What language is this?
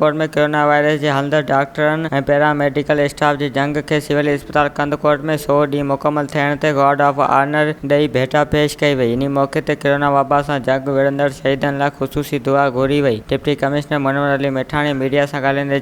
Sindhi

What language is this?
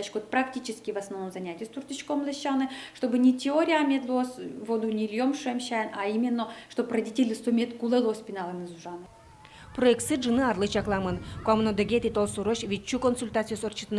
Udmurt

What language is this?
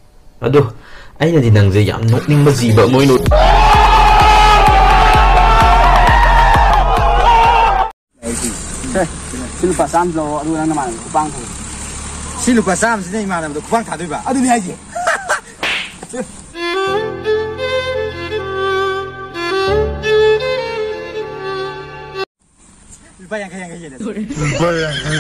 Malay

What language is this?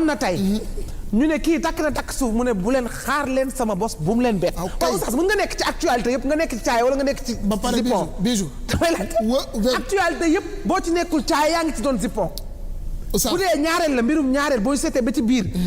Wolof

